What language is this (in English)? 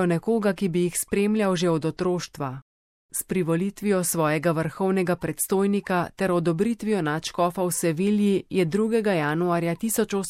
Slovenian